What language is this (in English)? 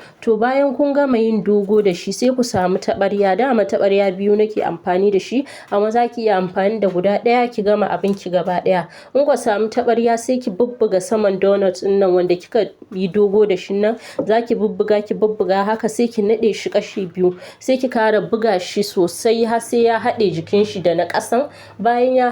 Hausa